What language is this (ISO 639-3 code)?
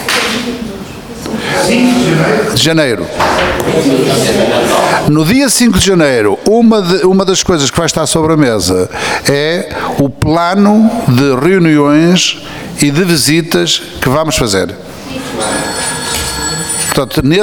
por